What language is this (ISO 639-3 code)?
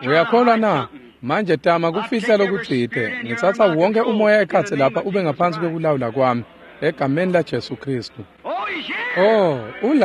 ssw